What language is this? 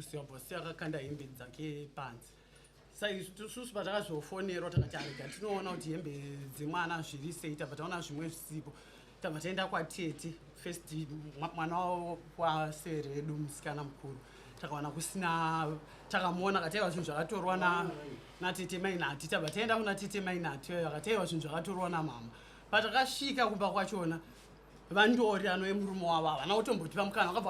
Shona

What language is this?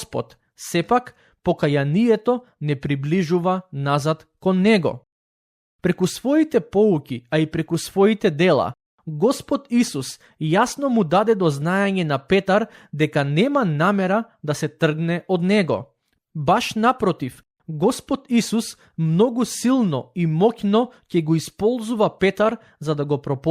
Macedonian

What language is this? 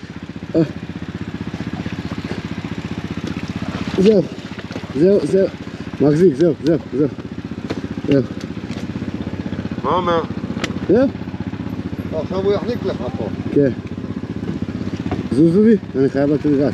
Hebrew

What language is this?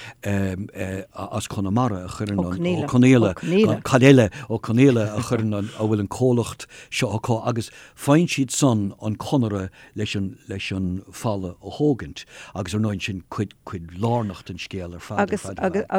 Irish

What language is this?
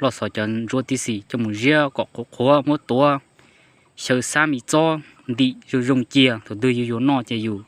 Hmong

